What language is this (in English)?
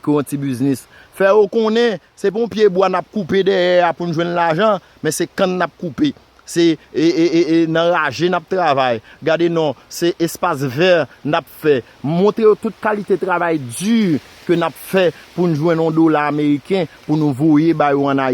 Haitian Creole